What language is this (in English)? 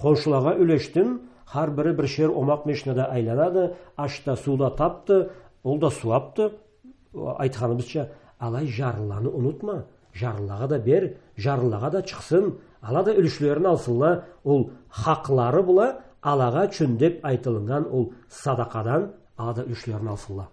Karachay-Balkar